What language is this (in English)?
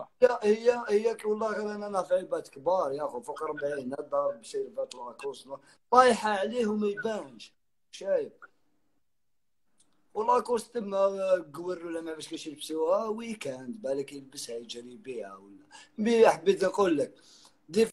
Algerian Arabic